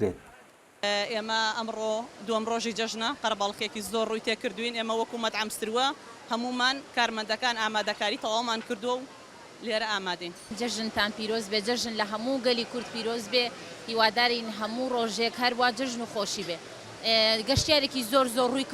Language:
Central Kurdish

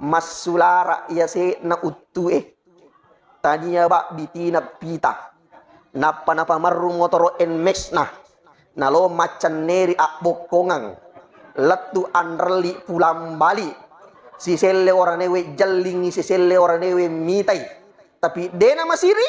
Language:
Buginese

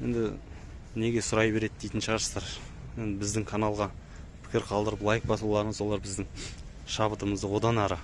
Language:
Kazakh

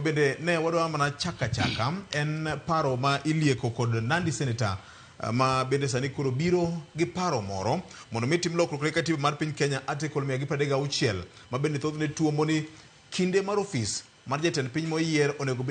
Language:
Luo (Kenya and Tanzania)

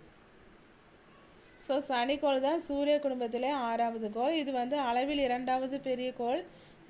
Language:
Tamil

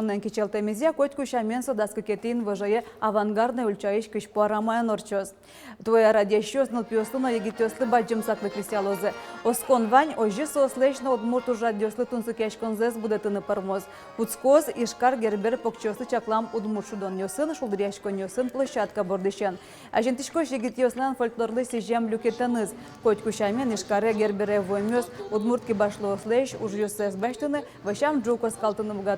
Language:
Udmurt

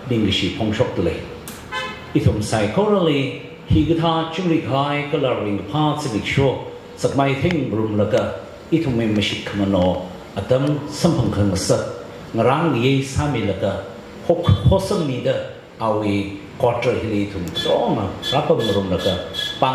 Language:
Tangkhul Naga (India)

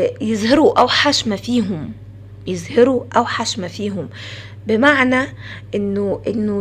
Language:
Egyptian Arabic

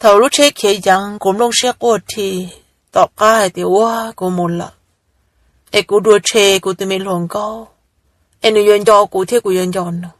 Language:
Hmong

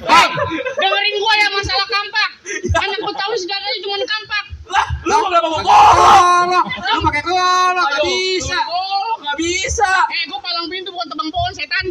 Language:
Betawi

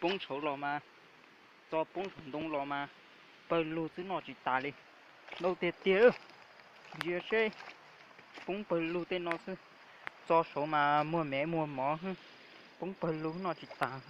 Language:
Hmong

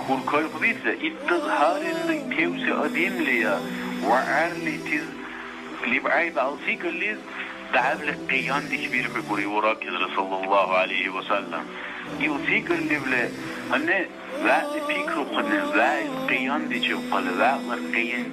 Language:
Dargwa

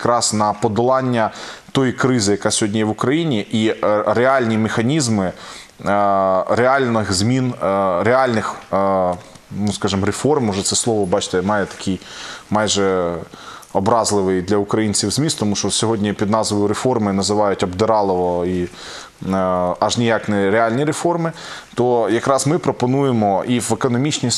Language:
Ukrainian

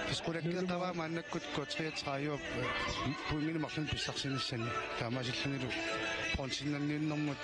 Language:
Kalaallisut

